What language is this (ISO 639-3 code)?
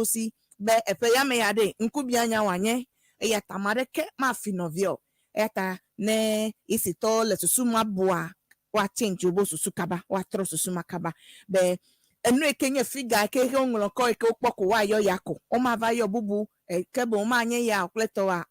ewe